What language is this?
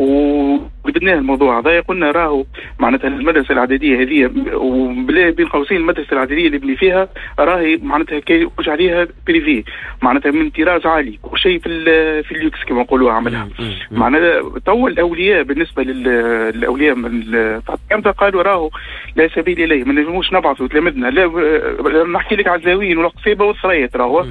Tunisian Arabic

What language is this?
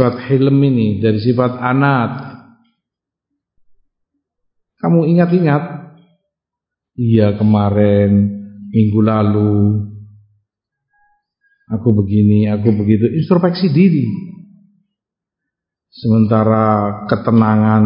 Indonesian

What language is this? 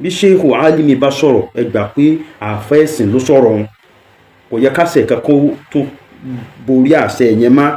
Yoruba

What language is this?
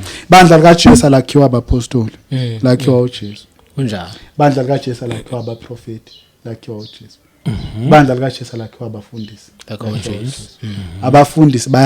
Zulu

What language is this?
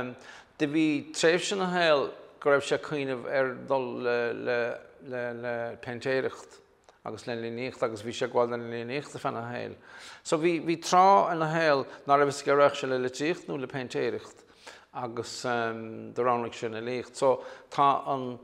Irish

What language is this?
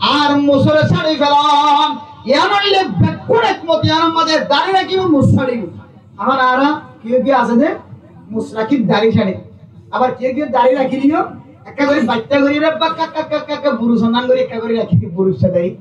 Rohingya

